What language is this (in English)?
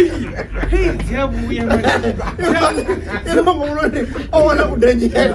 Venda